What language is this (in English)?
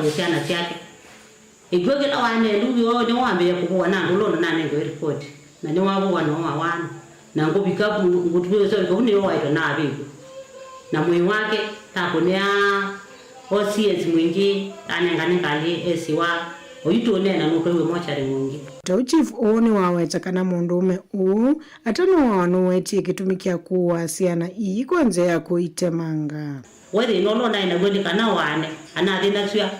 Kamba